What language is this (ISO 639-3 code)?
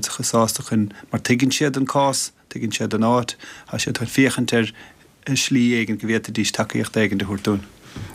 gle